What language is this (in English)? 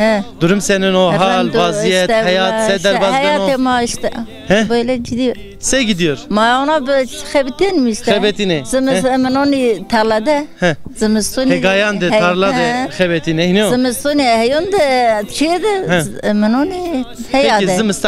Zaza